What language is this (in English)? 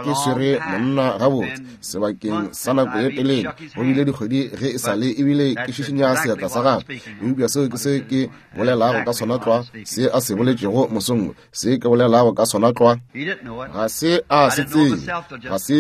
Northern Sotho